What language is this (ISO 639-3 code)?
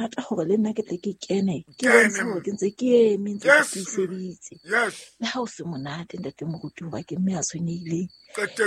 sot